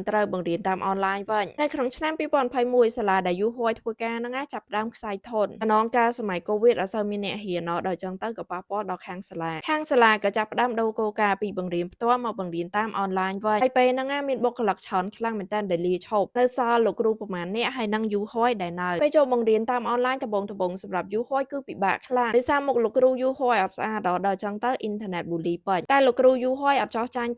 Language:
Khmer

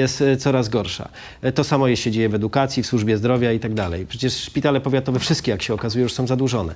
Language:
Polish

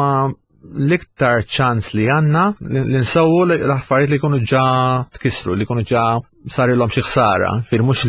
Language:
Maltese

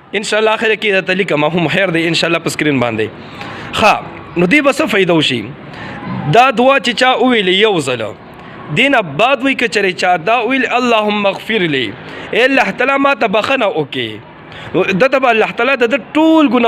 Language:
Pashto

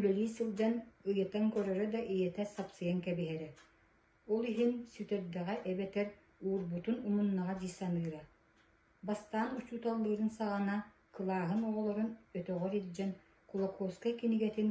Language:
Yakut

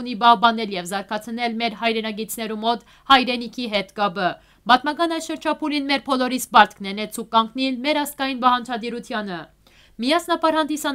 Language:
Western Armenian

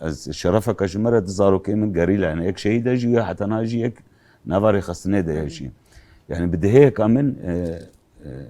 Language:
Kurdish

